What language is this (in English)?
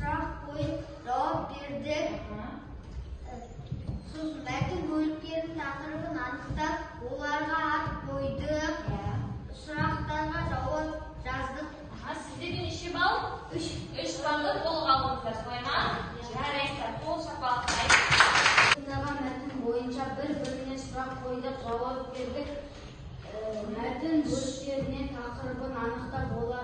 Kazakh